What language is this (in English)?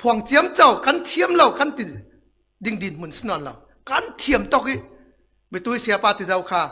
Falam Chin